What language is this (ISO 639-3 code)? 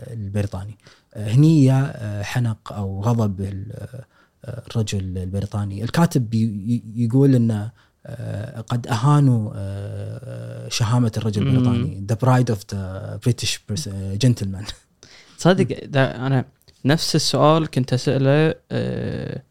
afb